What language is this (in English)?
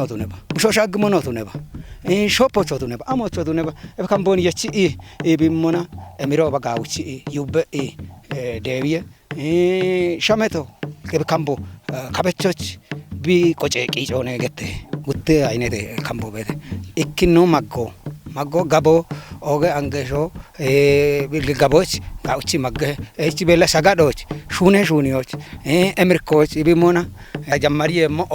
Kafa